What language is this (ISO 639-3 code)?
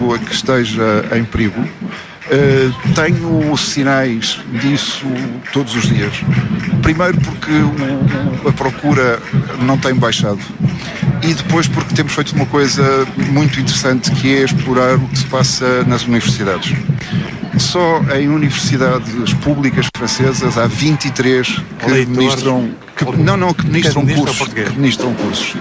por